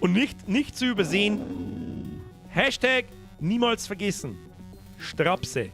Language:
Bavarian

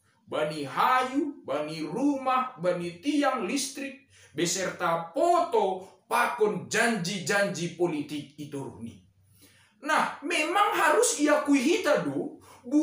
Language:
Batak Simalungun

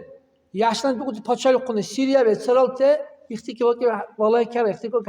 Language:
Dargwa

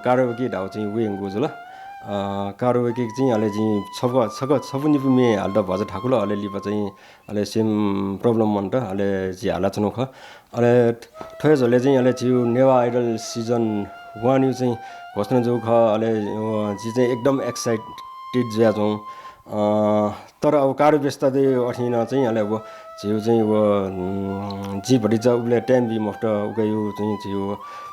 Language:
Newari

